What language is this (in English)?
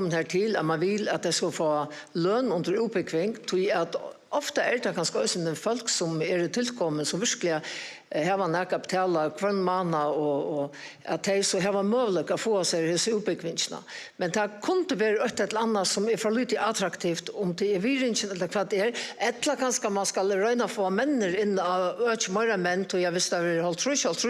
Faroese